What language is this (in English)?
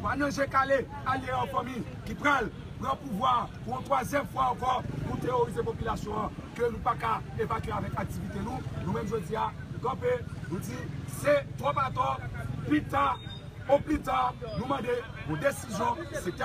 Haitian Creole